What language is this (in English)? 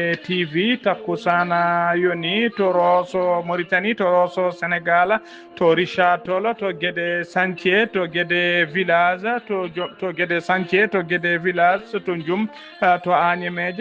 Fula